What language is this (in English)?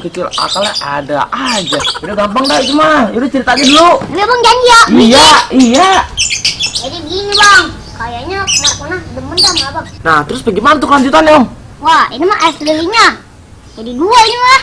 Betawi